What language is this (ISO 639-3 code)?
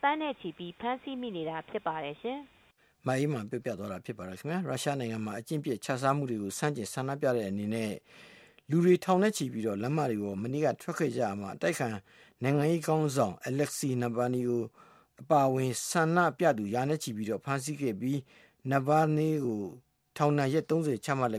mya